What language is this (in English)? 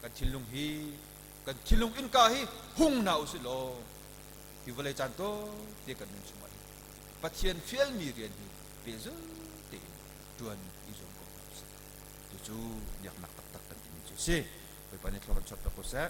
Hakha Chin